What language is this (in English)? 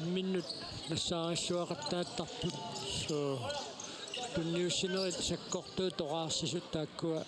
Kalaallisut